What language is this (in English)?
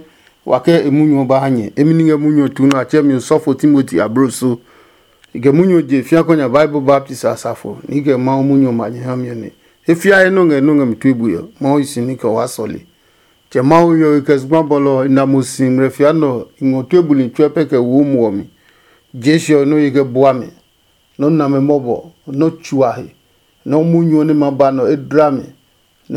Adangme